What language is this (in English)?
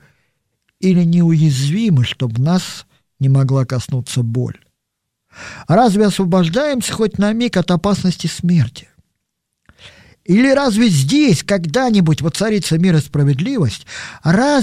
Russian